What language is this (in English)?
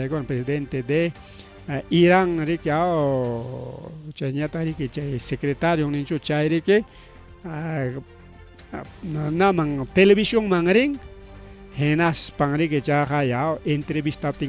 Ayacucho Quechua